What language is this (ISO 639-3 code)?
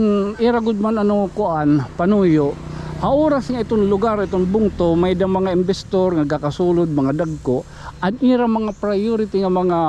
war